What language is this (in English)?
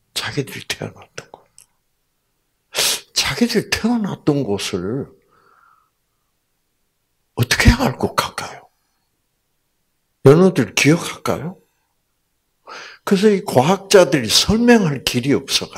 Korean